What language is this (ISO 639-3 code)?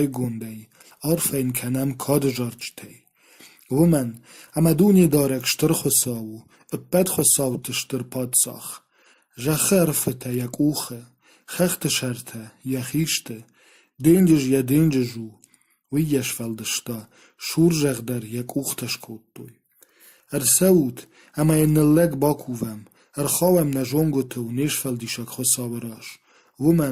oss